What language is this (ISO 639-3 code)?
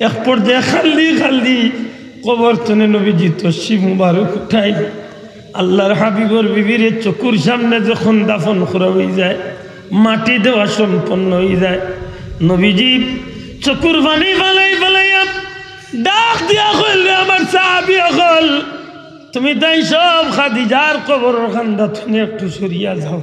syl